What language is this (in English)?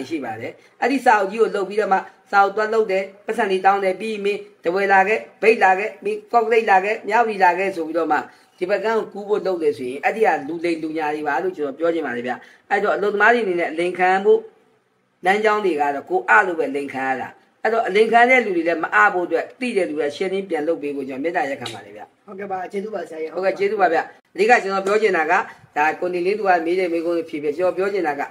Burmese